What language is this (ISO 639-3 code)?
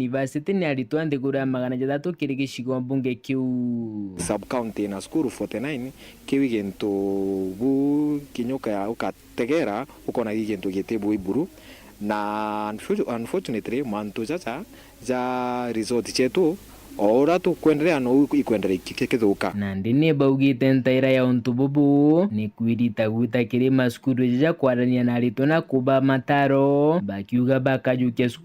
mer